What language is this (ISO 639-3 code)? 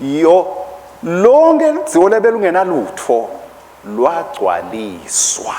ssw